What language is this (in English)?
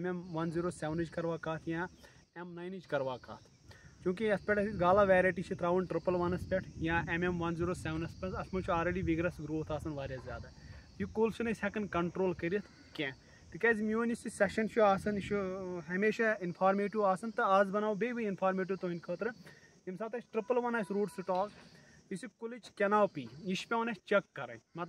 Kashmiri